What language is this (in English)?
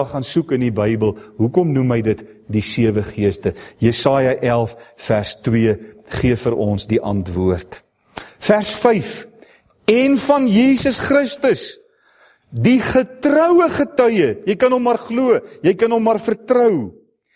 Afrikaans